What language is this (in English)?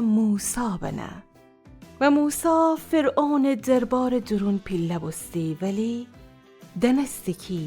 Gilaki